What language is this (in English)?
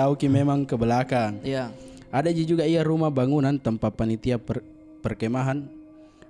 Makassar Malay